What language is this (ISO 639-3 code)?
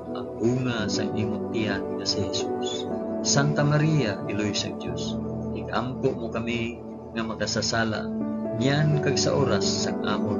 hil